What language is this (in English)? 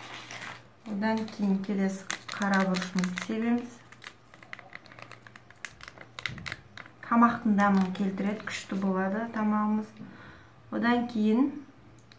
Kazakh